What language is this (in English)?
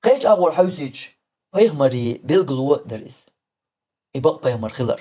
Chechen